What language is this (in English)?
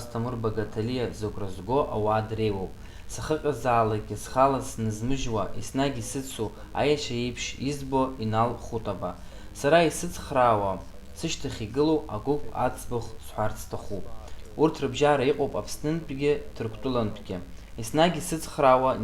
Abkhazian